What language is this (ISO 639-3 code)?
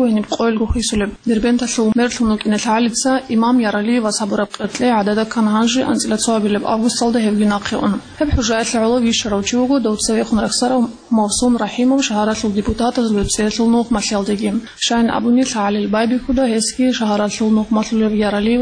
ava